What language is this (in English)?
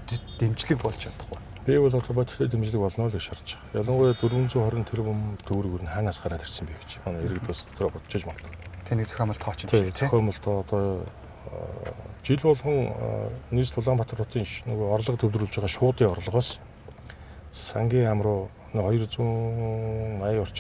Mongolian